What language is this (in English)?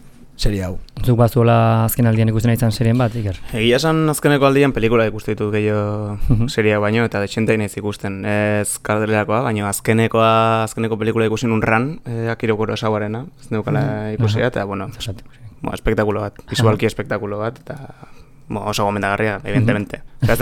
Basque